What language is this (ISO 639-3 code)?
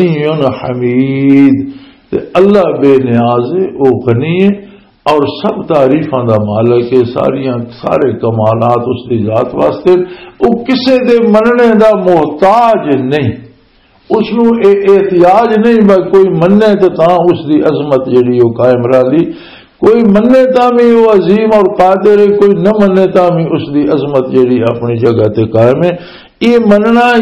lah